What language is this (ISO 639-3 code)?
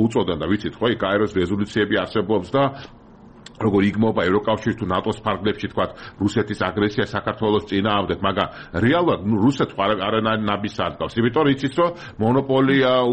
kat